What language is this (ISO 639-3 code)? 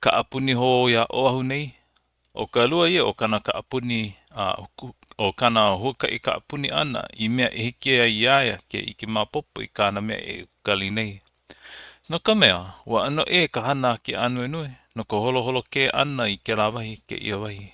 haw